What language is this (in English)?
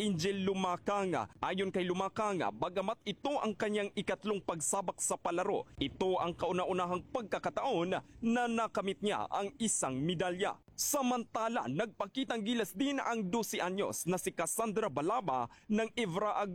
Filipino